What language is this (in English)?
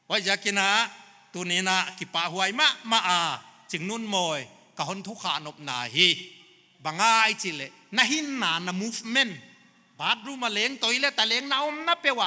Paite Chin